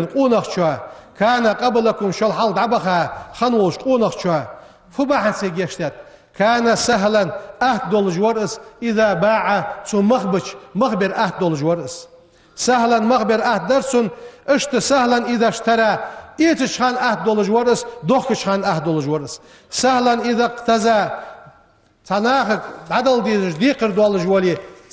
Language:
Ingush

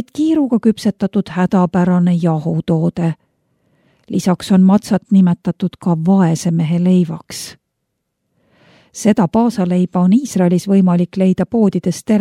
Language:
Estonian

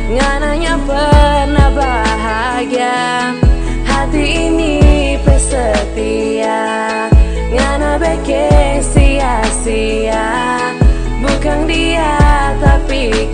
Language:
Manado Malay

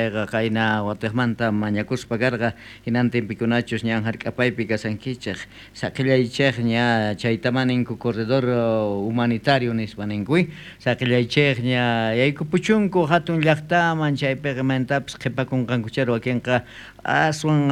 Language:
South Bolivian Quechua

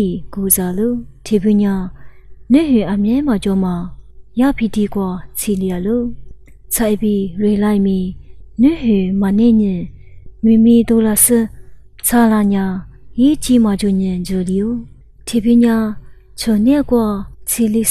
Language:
Lisu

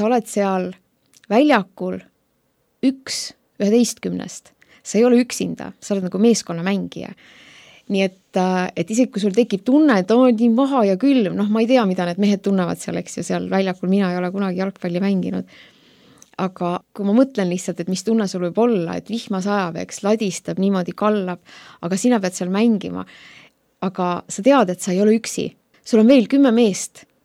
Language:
Estonian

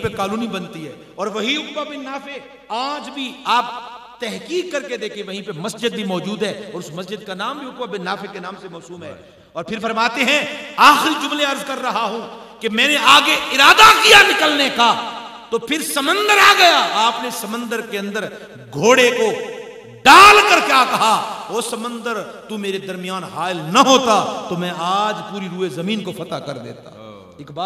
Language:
Urdu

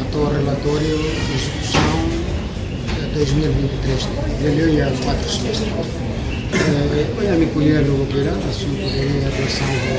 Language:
Tetum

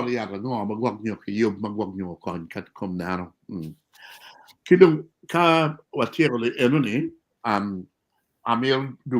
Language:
Acoli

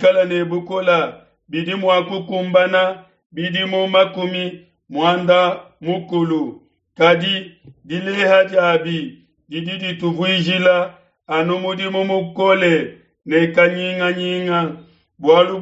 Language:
Luba-Lulua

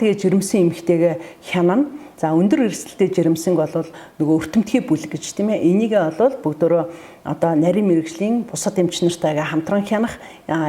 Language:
Mongolian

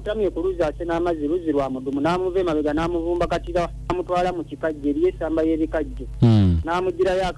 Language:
Ganda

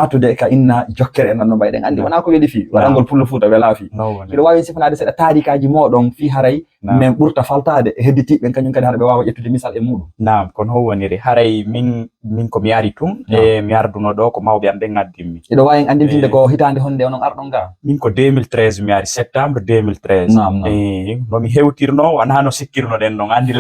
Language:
Fula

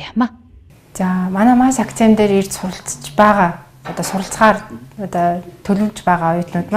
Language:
Mongolian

